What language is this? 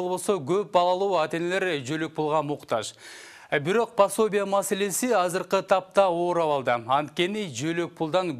Kyrgyz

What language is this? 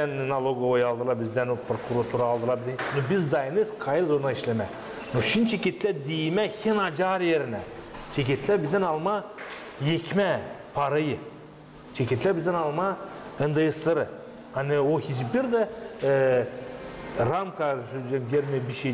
Gagauz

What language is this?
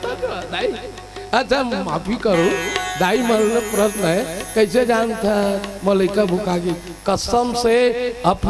Chhattisgarhi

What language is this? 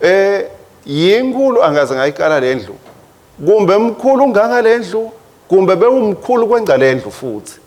Swati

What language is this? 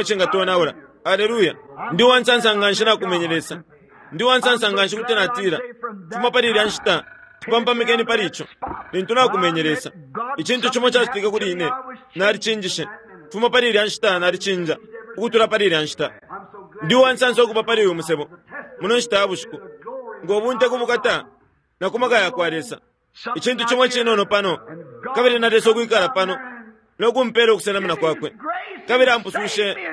Bemba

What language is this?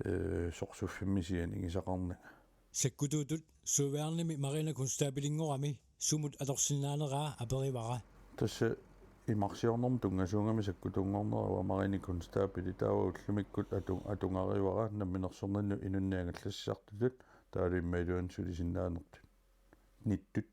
Kalaallisut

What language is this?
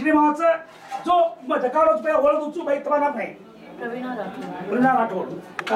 Lambadi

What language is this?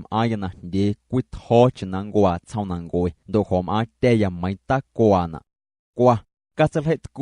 Guerrero Amuzgo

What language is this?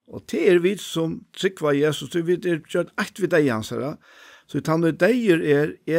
Faroese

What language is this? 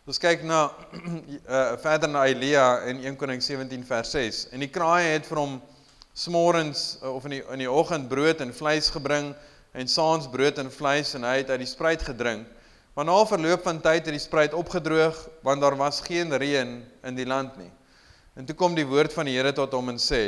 Afrikaans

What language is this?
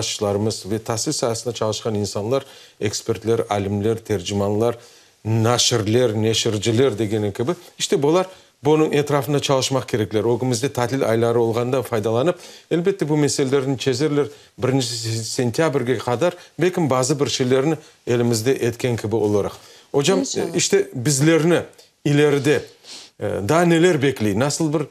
Crimean Tatar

